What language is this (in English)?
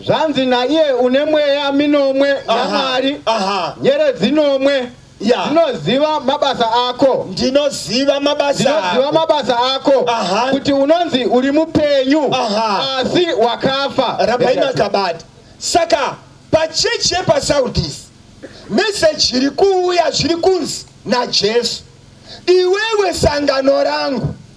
Shona